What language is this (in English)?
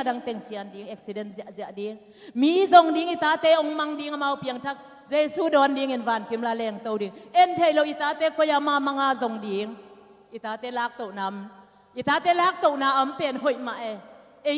Tedim Chin